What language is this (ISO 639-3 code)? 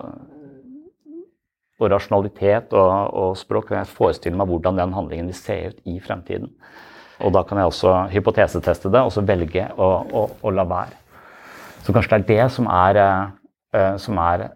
nor